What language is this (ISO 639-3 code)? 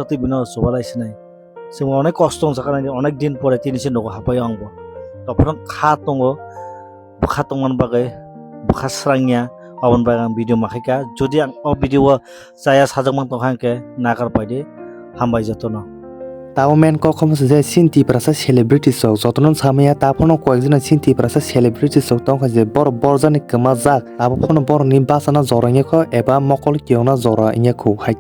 trp